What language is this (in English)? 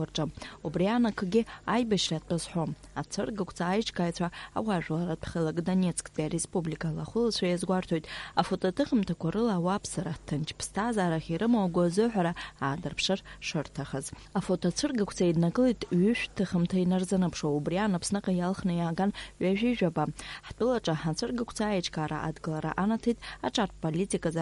Abkhazian